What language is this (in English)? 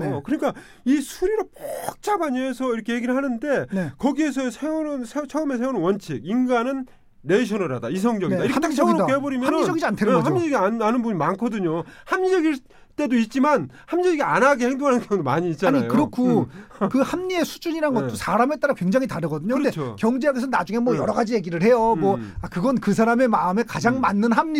Korean